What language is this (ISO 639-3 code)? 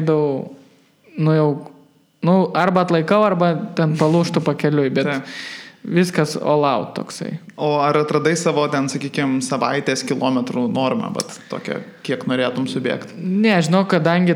lit